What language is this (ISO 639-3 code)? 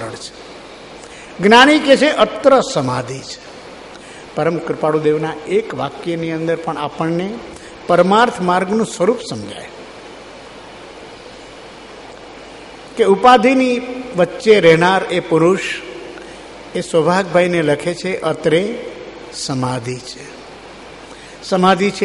guj